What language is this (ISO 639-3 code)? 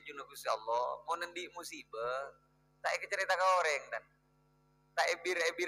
mad